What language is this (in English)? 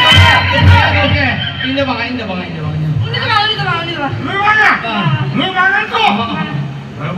Santali